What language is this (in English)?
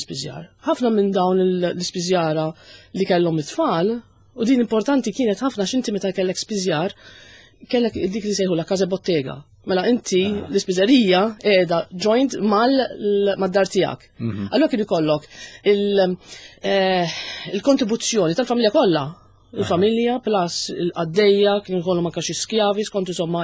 Maltese